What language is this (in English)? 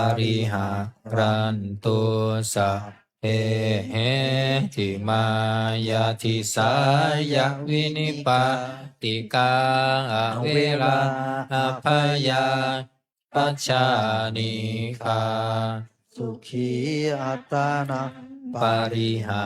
Pali